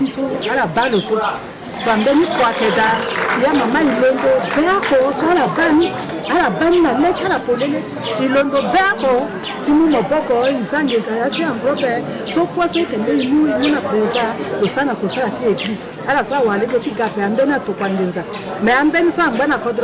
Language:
Sango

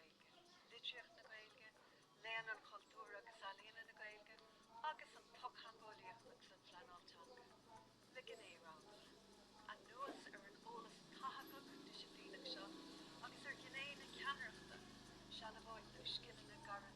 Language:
Irish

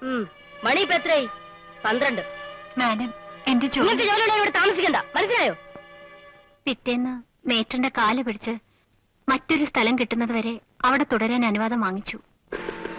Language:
Malayalam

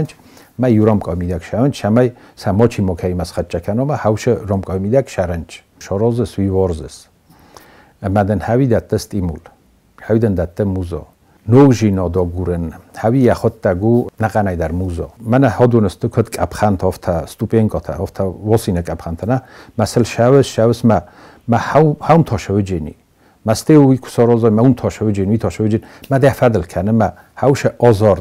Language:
Ossetic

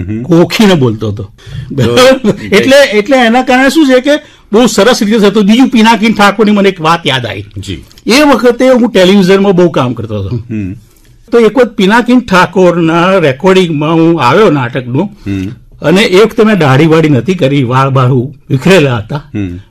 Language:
Gujarati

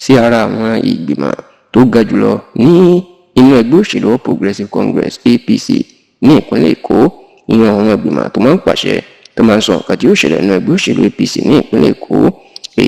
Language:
Yoruba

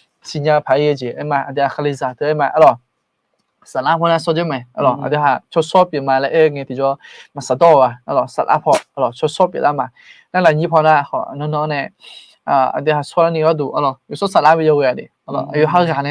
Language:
Akha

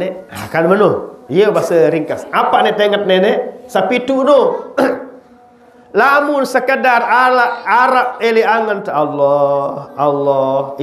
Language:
Sasak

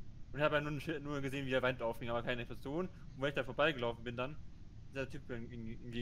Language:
German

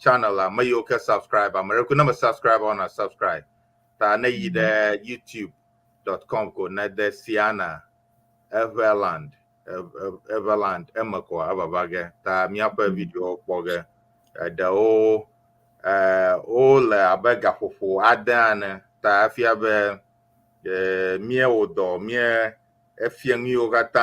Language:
Ewe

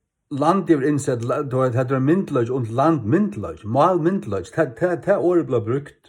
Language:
Faroese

